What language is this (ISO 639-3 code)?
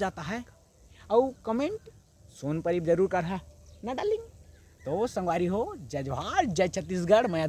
hne